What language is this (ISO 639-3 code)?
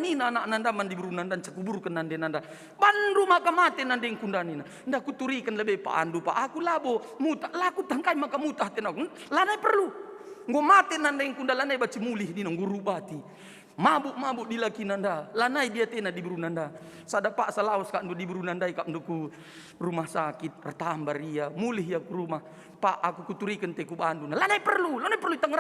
btx